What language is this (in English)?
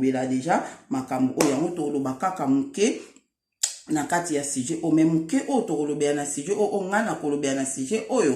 Lingala